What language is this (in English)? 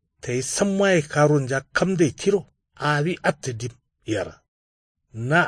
Kanuri